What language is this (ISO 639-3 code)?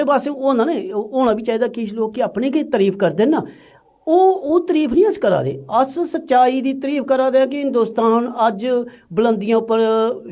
doi